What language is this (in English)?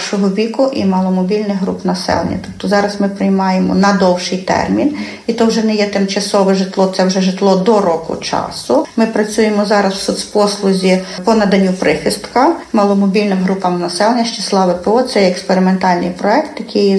Ukrainian